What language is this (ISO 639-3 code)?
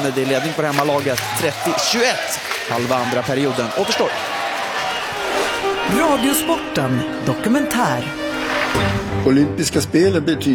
swe